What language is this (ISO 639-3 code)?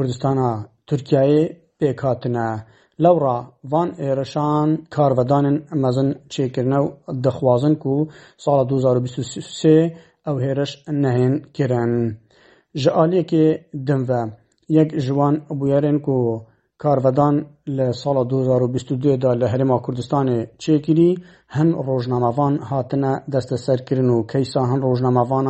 kur